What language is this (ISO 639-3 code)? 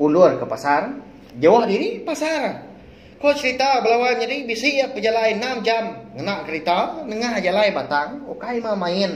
iba